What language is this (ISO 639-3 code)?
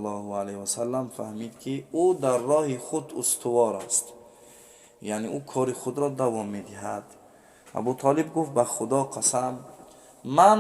tgk